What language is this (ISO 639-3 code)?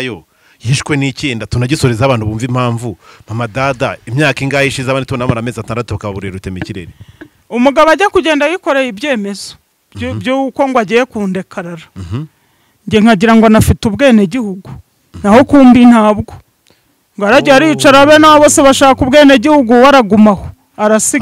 kin